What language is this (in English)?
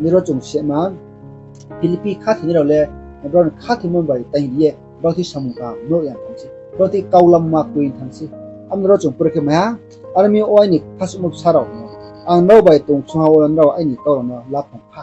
Riang (India)